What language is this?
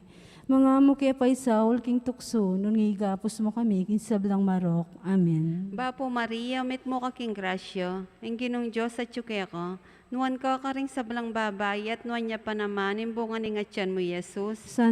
Pampanga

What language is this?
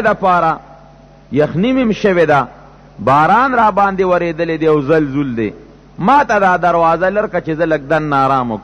Pashto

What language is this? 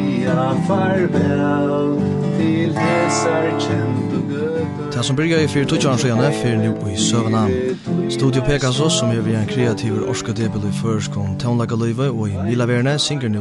Faroese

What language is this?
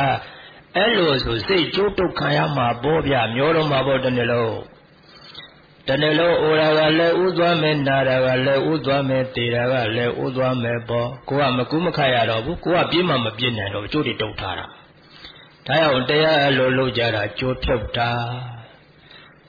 Burmese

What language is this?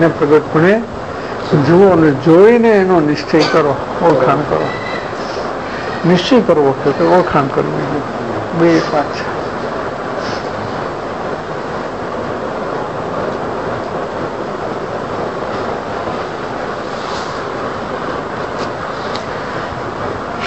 Gujarati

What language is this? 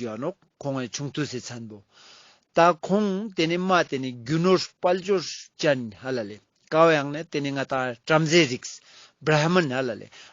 Ladakhi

